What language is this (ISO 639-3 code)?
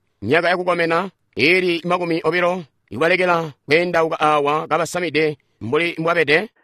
toi